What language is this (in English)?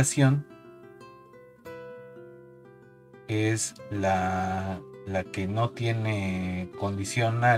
Spanish